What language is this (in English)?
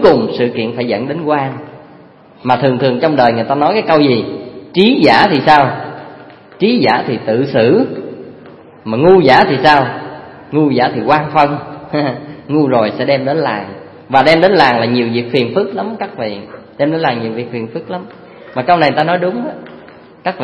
Vietnamese